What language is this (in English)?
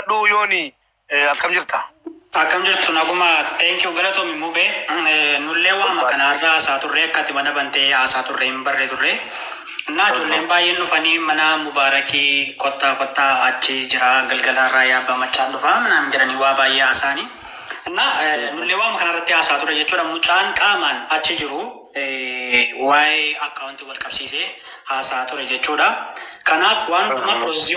Oromo